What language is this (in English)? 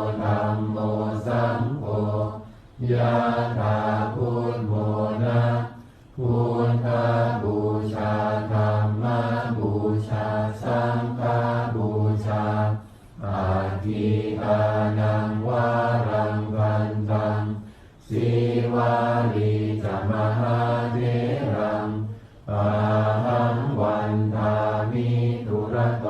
Pali